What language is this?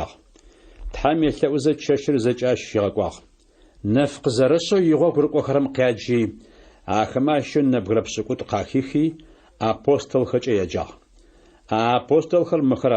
Adyghe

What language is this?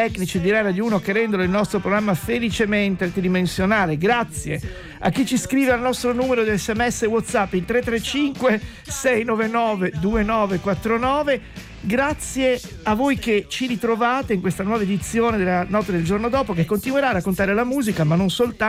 Italian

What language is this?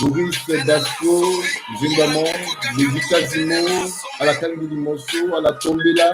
Sango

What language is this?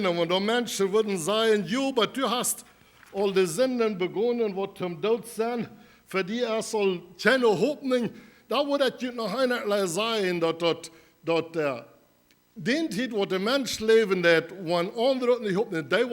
Plautdietsch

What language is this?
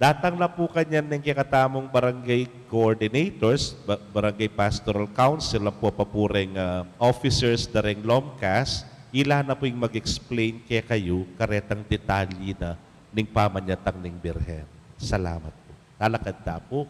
Pampanga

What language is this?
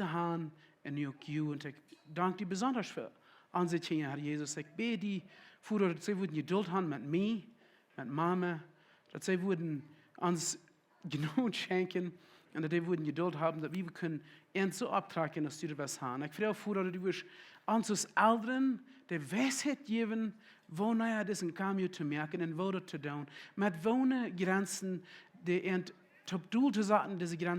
Plautdietsch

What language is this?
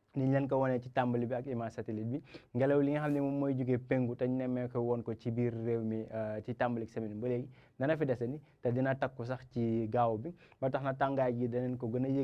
Wolof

